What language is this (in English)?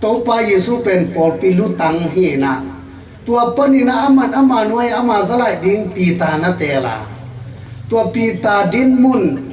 Tedim Chin